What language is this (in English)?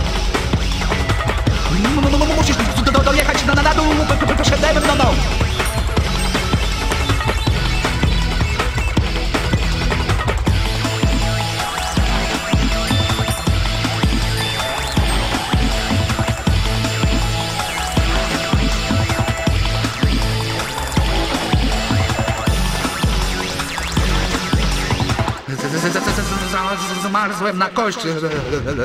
Polish